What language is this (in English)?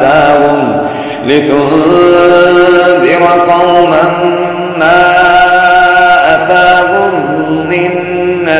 Arabic